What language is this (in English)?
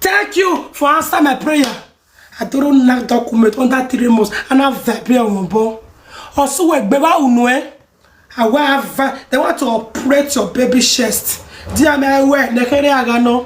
Nigerian Pidgin